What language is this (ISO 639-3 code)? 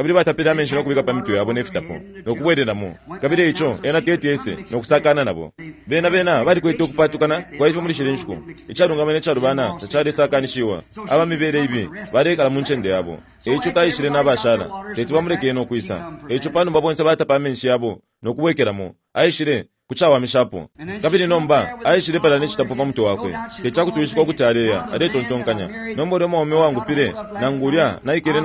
bem